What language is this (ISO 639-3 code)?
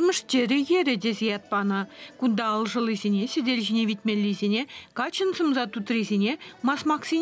chv